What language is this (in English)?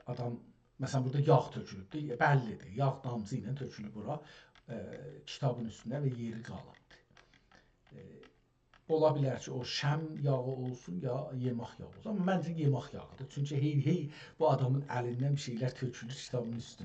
South Azerbaijani